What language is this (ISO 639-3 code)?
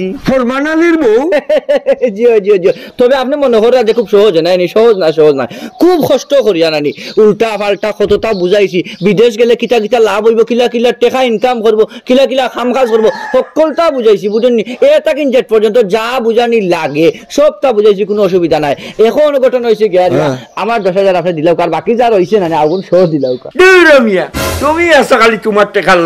syl